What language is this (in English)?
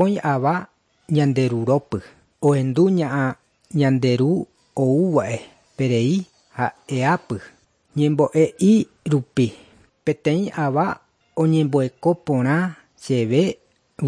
Guarani